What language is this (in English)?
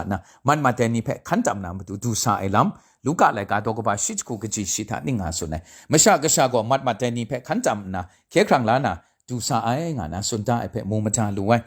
Kachin